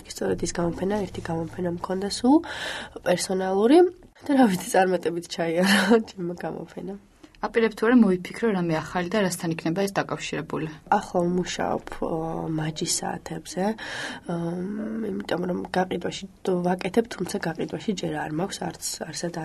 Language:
Georgian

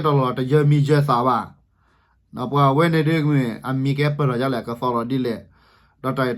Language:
S'gaw Karen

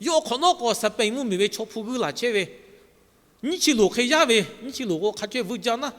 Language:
Lahu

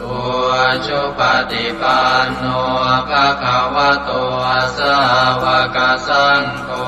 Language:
Pali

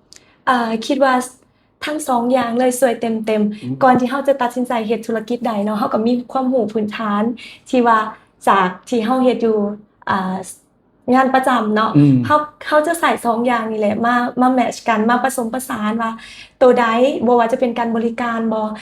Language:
Lao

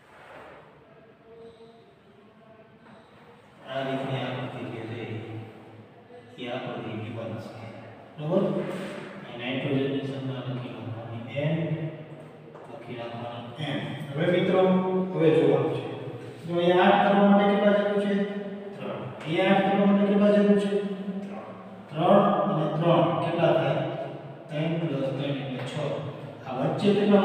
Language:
Gujarati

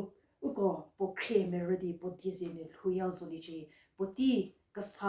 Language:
Angami Naga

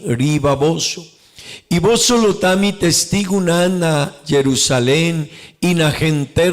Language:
Papiamento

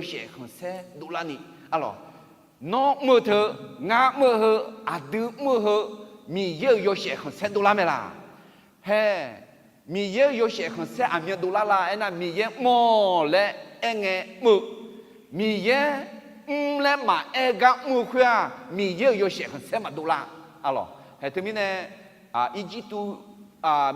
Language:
Akha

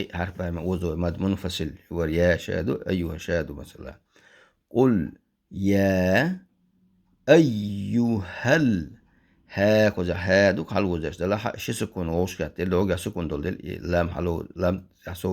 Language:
Chechen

